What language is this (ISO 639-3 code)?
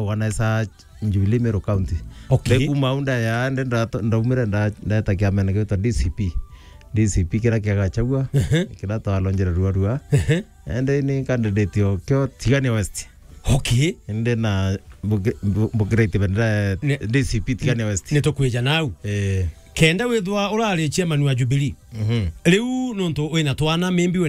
mer